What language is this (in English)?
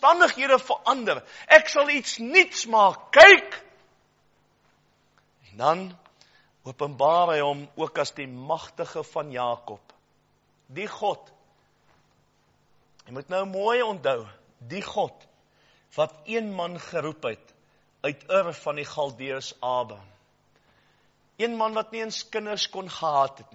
Afrikaans